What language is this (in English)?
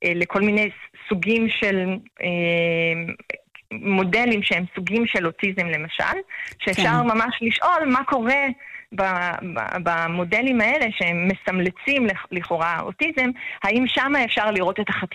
Hebrew